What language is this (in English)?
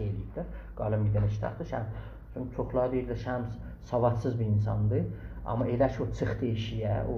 South Azerbaijani